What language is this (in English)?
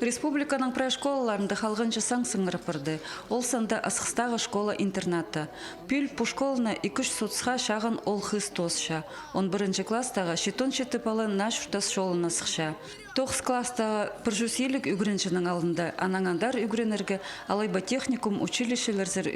Khakas